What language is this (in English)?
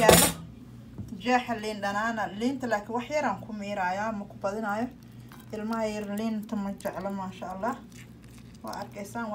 Somali